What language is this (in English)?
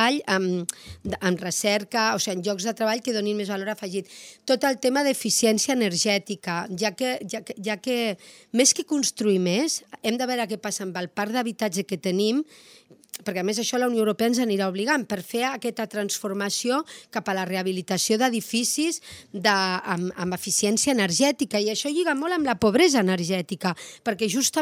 Catalan